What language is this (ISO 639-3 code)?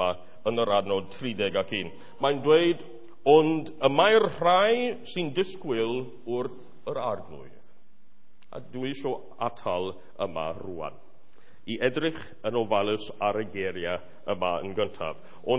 cym